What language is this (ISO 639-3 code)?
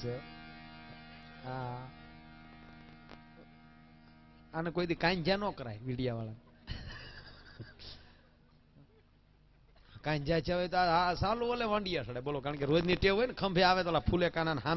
guj